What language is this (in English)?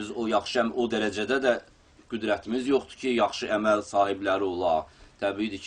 Azerbaijani